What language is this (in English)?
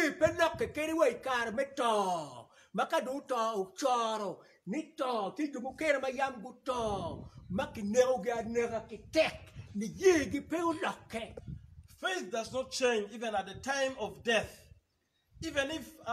Acoli